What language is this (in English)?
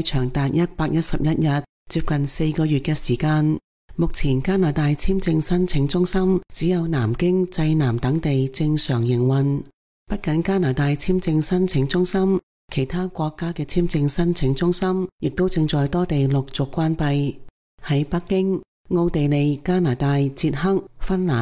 Cantonese